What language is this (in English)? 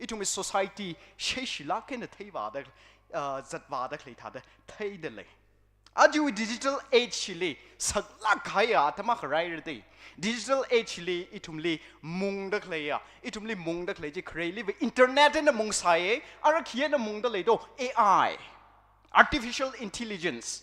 Tangkhul Naga (India)